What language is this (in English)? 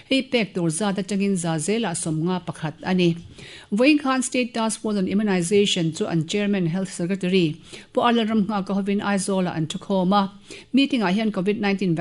Mizo